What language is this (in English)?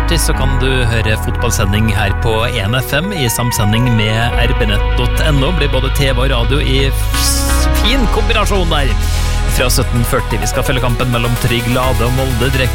Norwegian